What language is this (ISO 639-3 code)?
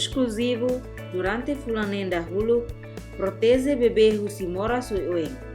tet